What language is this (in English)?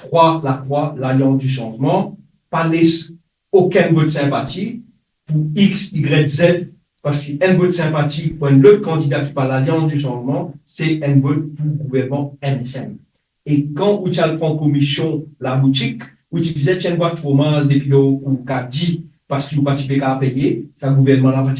Morisyen